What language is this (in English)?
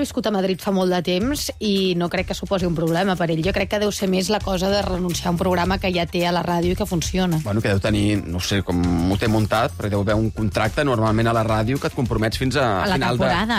Catalan